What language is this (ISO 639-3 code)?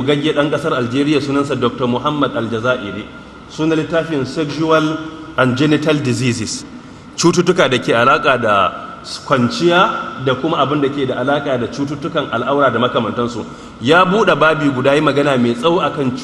hau